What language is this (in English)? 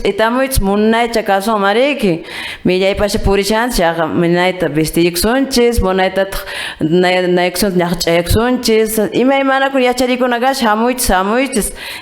Quechua